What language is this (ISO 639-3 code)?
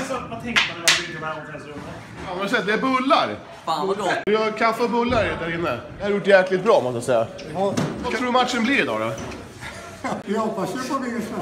swe